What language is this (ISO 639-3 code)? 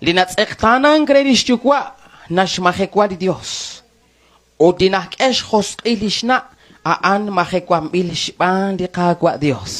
kek